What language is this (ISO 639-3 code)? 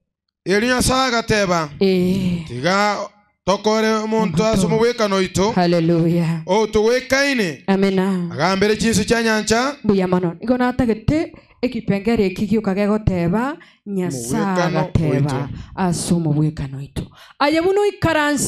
guz